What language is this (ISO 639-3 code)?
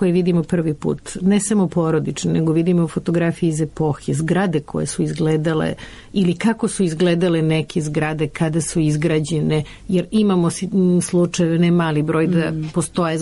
srp